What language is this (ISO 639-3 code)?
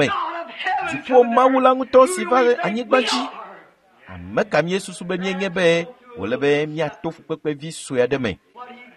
ewe